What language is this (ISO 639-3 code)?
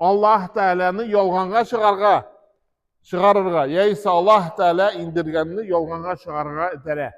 tat